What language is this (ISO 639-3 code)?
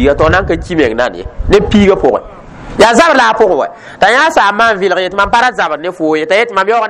mos